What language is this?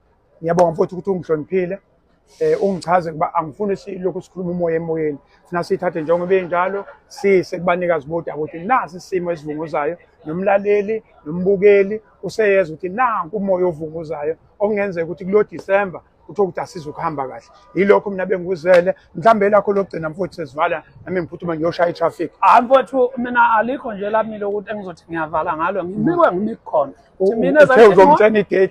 Zulu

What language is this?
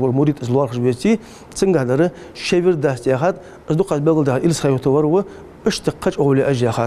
Ingush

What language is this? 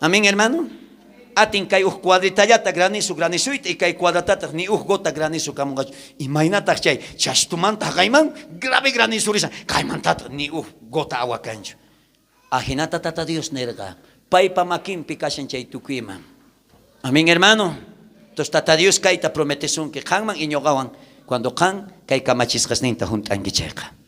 South Bolivian Quechua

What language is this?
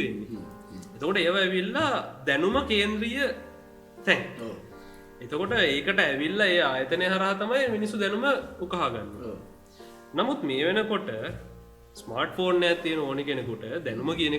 Sinhala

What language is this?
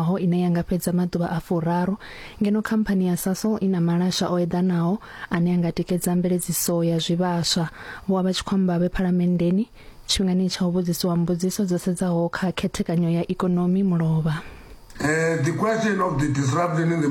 Venda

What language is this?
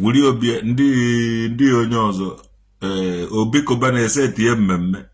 Igbo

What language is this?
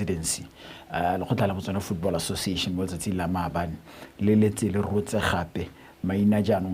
Tswana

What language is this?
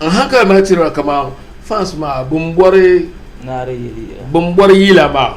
Dagbani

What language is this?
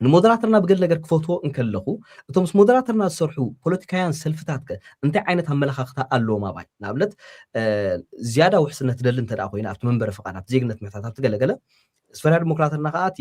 Tigrinya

